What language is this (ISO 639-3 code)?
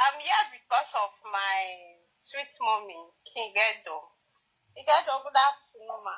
pcm